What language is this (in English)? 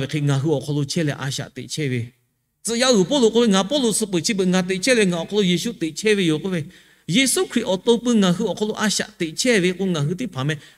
Lahu